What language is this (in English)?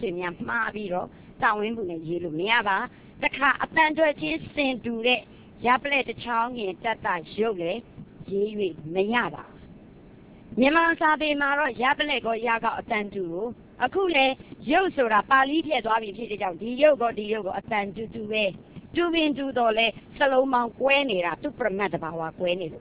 Burmese